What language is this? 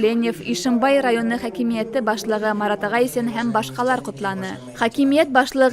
Bashkir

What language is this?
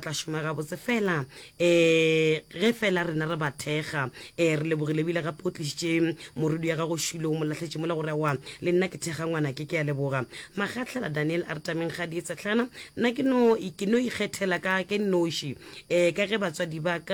Northern Sotho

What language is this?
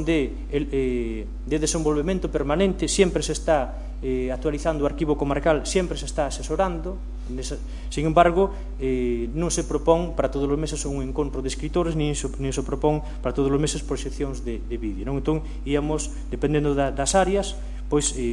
Galician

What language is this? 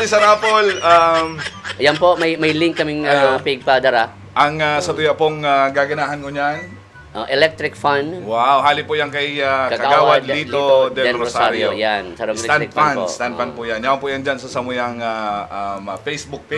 Bikol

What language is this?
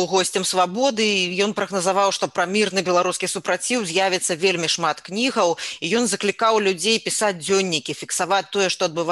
Belarusian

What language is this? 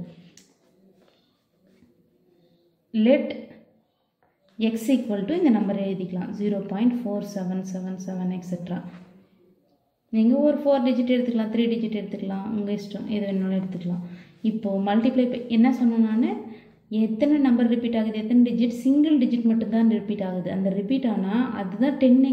Tamil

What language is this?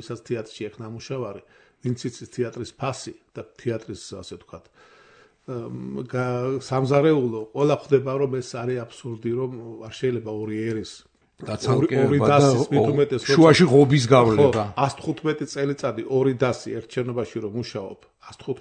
Georgian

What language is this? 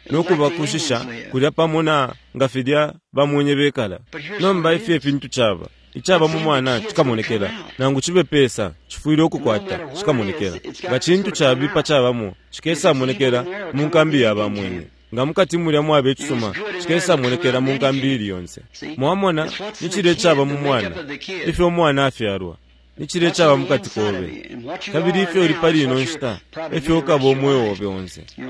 Bemba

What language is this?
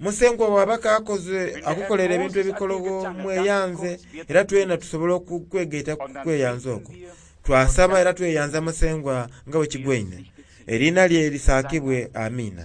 Soga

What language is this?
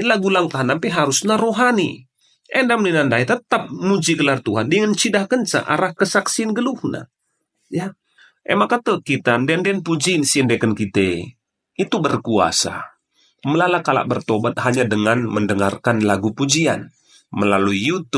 Batak Karo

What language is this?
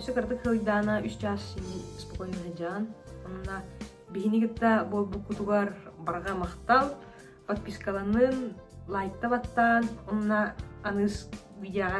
Yakut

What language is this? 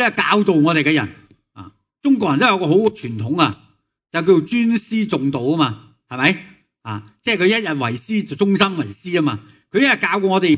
Cantonese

